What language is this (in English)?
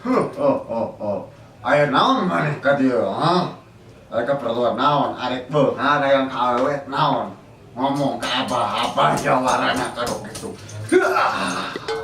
Sundanese